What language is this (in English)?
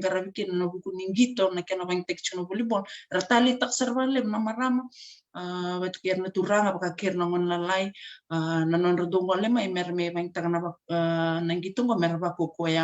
Fijian